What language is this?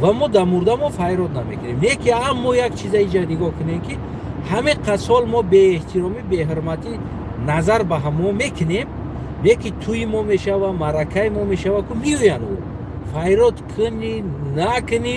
Tajik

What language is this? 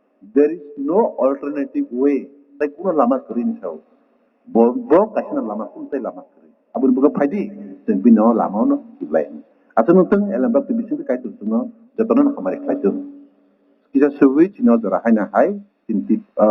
Kok Borok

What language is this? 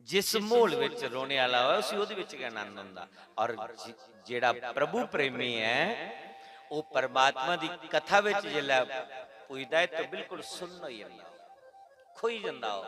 Dogri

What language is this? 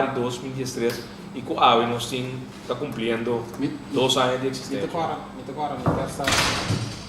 Papiamento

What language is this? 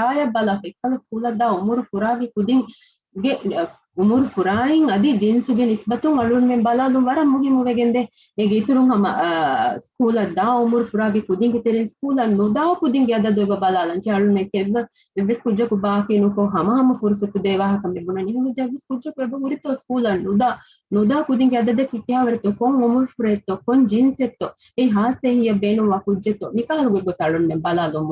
Divehi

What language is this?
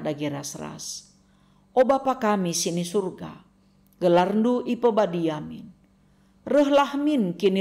Batak Karo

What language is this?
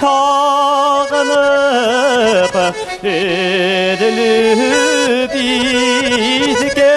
Bashkir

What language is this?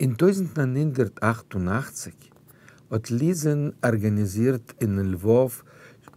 Yiddish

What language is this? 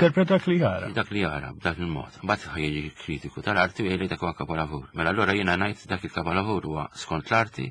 Maltese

